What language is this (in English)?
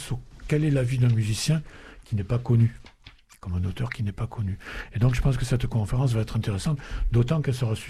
French